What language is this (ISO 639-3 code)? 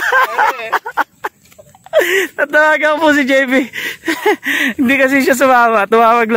fil